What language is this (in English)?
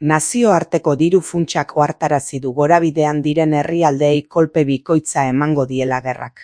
Basque